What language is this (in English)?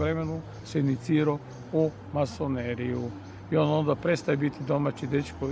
Croatian